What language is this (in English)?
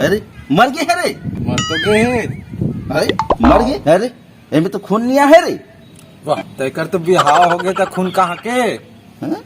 Chhattisgarhi